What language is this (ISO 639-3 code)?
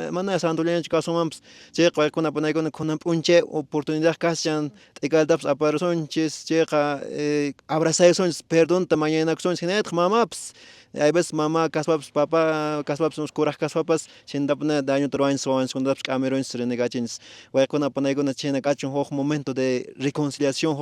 que